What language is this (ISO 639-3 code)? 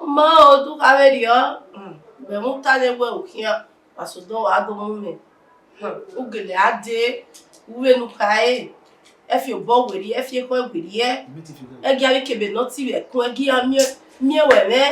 bin